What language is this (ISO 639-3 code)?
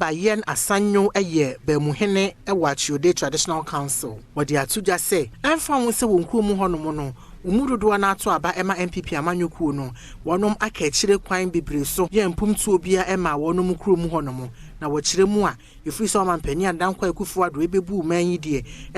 aka